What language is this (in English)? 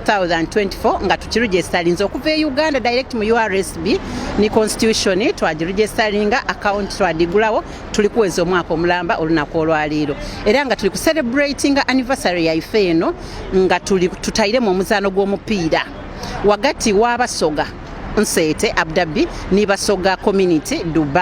Soga